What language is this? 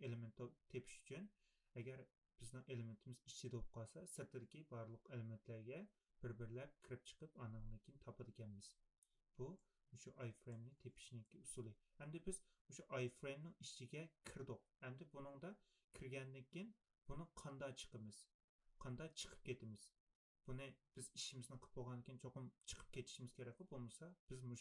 Uyghur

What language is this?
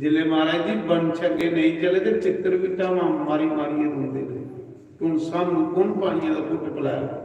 Dogri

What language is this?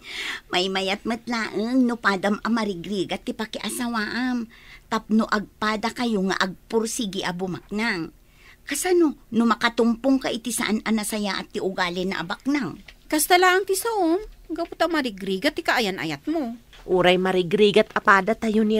Iloko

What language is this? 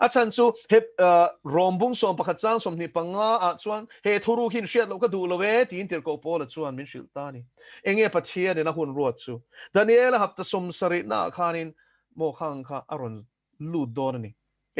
Mizo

